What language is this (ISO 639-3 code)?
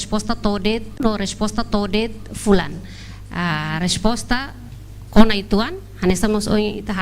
tet